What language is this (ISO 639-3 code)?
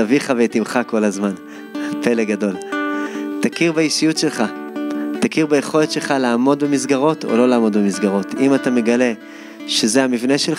heb